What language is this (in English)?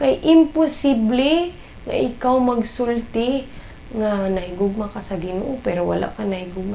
Cebuano